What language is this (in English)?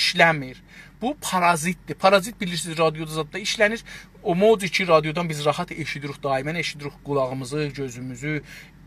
South Azerbaijani